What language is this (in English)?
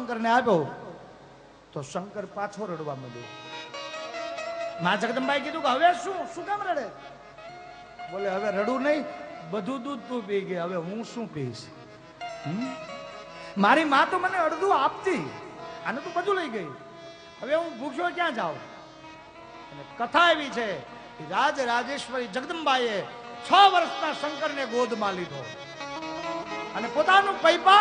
Gujarati